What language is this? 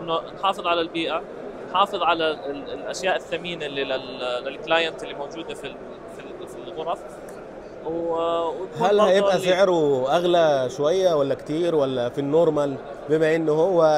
Egyptian Arabic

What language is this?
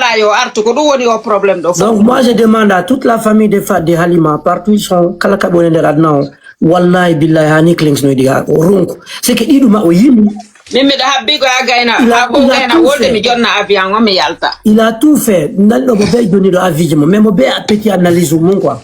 Fula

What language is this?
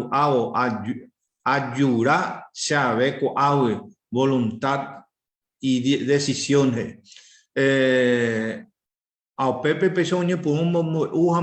Guarani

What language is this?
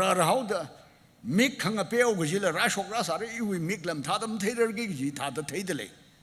Tangkhul Naga (India)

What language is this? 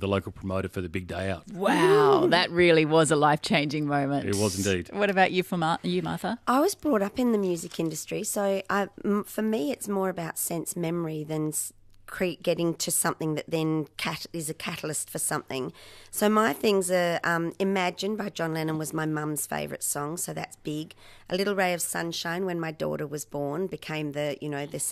English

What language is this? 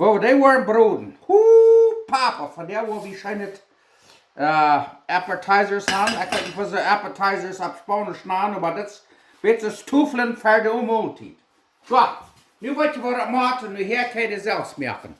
Plautdietsch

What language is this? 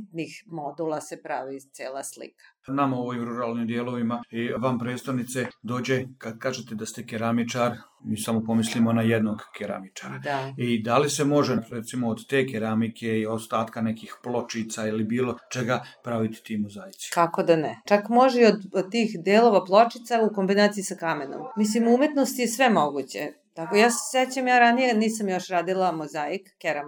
Serbian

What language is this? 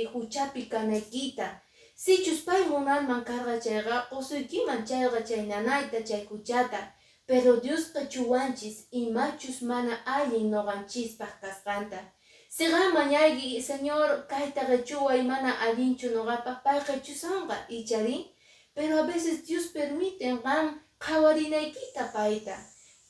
Quechua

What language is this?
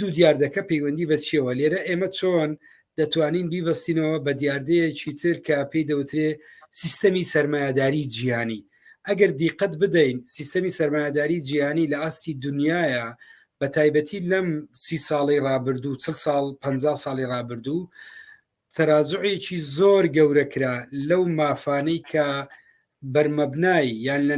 Central Kurdish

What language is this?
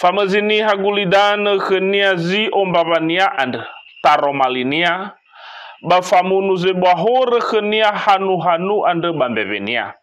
Nias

